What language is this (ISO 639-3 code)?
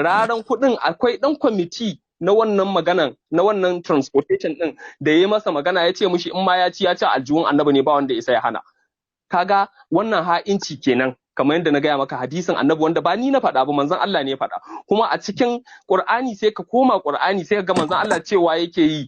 hau